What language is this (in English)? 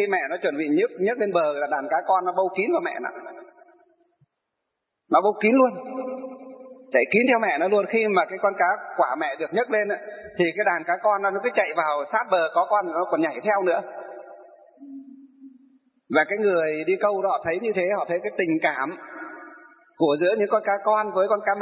Vietnamese